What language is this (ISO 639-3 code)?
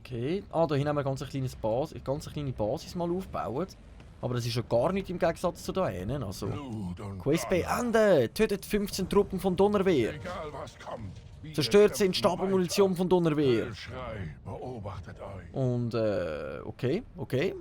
gsw